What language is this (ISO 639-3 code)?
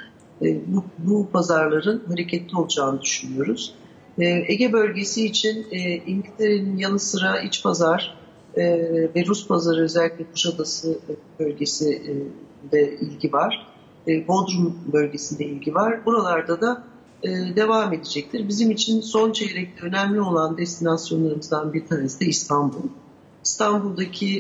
tur